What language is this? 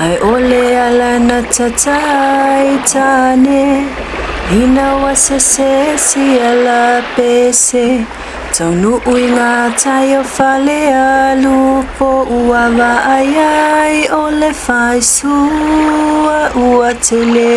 Samoan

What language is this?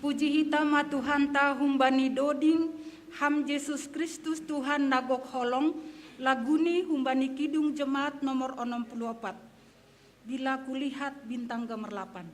Batak Simalungun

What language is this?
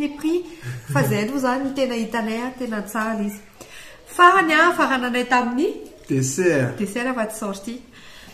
Malagasy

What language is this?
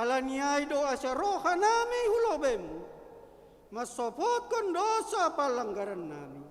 Batak Simalungun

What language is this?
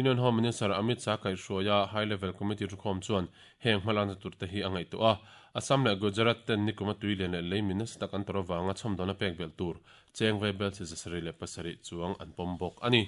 Mizo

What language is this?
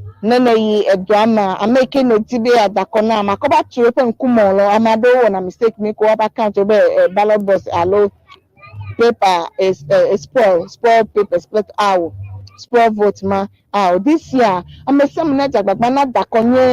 Ewe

